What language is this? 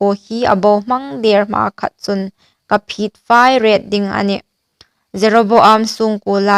Hmar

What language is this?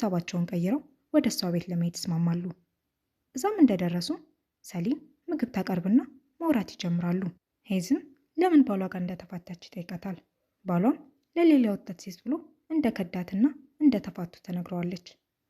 Amharic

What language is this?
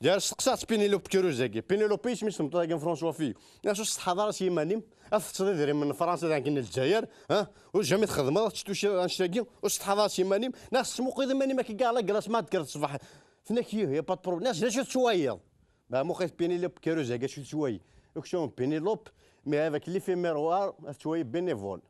Kabyle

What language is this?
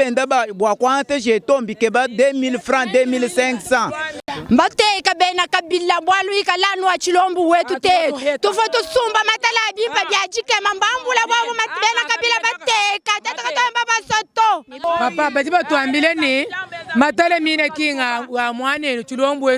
Luba-Lulua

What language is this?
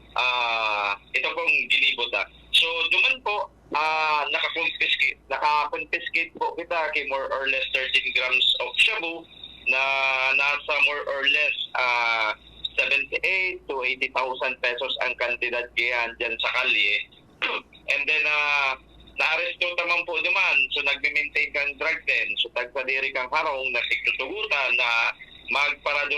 Bikol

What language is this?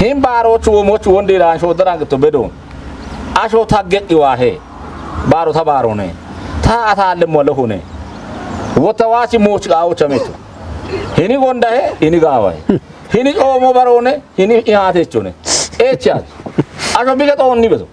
Kafa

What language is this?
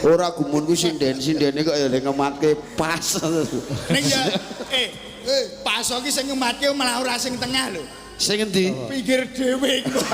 Javanese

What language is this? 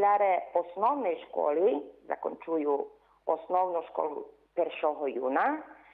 Rusyn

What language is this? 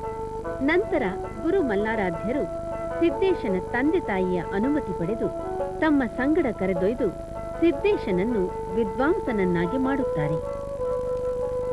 Kannada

